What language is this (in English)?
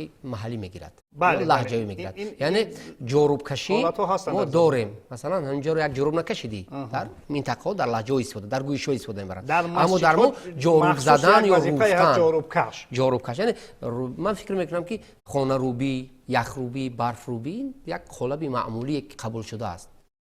Tajik